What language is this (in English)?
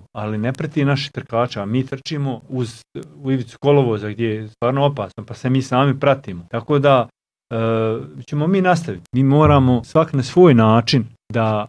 Bosnian